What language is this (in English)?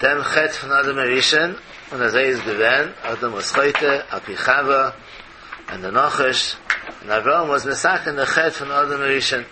Yiddish